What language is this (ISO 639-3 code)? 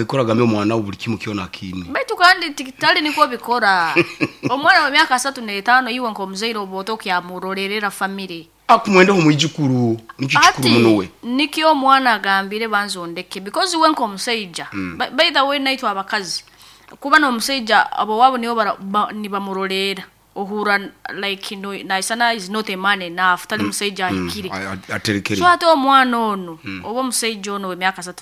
nyn